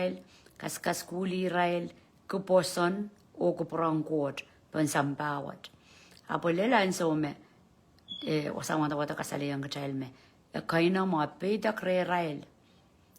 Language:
Pohnpeian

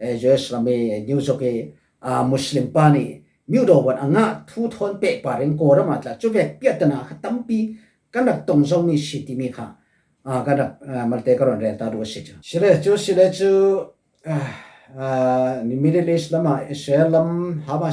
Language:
Falam Chin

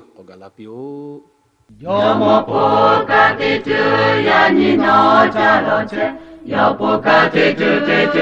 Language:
Lahu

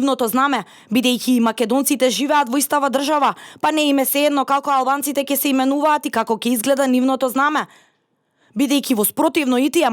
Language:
Macedonian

